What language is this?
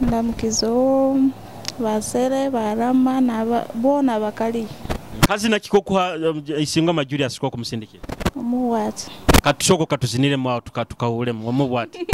Nyoro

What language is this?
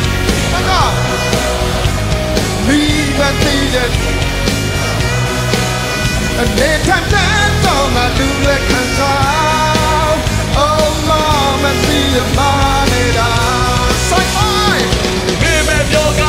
Burmese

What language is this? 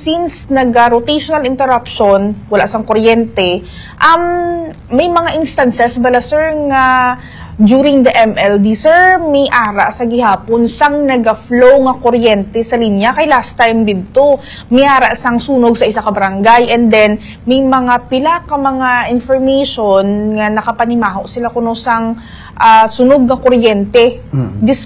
Hiligaynon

